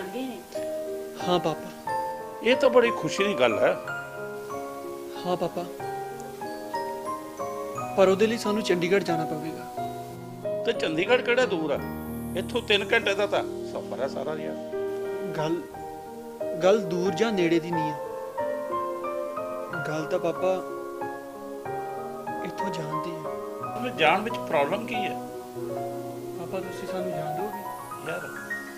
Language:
Punjabi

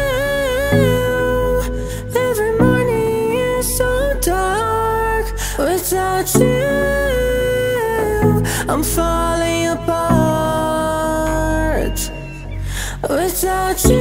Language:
English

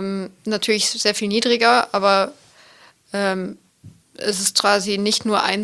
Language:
German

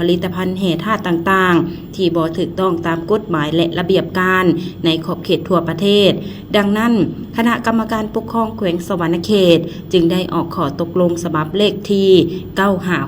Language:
Lao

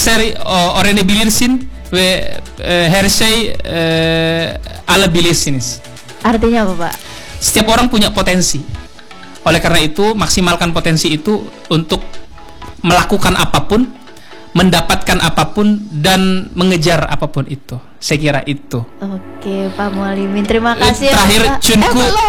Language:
Indonesian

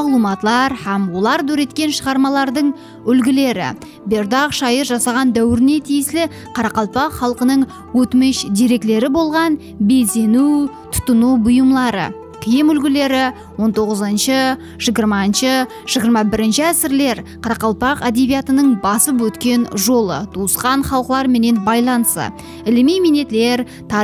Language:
Kara-Kalpak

